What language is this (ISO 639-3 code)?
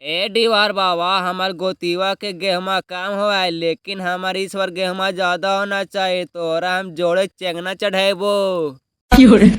mag